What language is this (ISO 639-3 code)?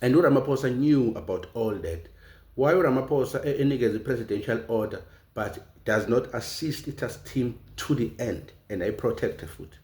zul